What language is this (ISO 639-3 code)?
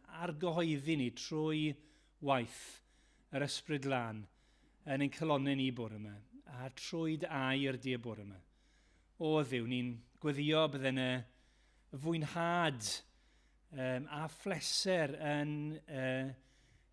cym